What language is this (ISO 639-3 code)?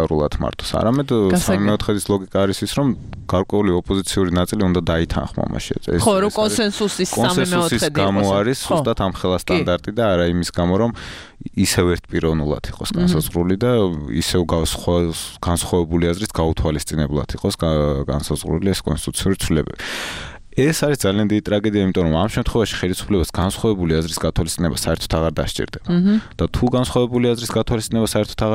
kat